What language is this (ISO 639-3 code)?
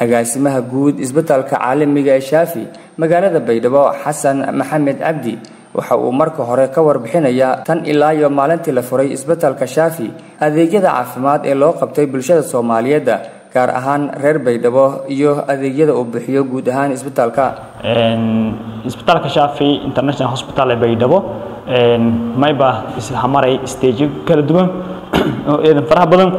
som